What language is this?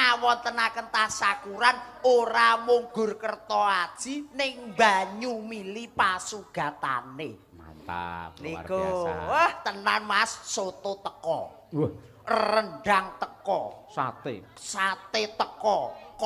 Javanese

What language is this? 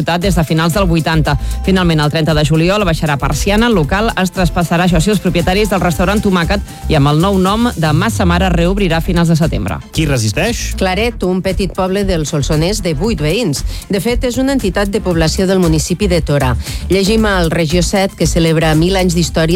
Catalan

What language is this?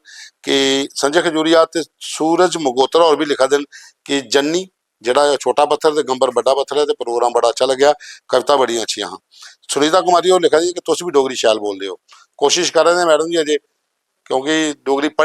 Dogri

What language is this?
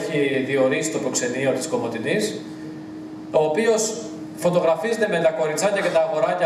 Greek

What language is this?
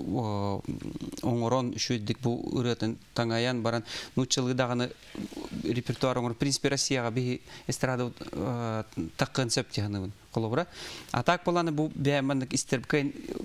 Yakut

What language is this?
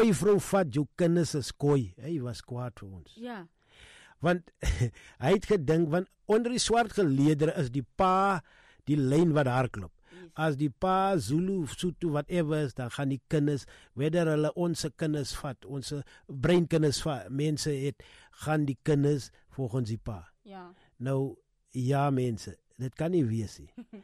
Afrikaans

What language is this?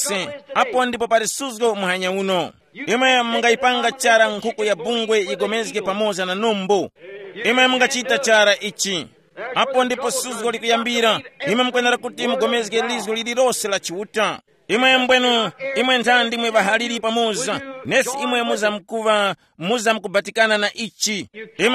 Tumbuka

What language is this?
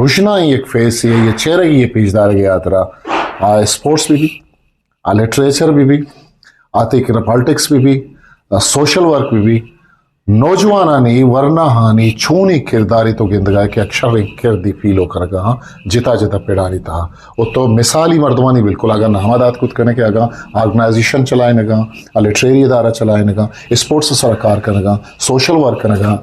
Eastern Balochi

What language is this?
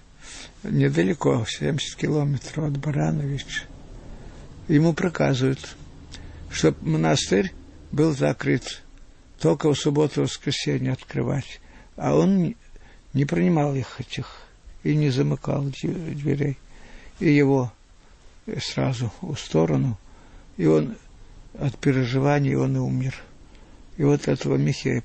Russian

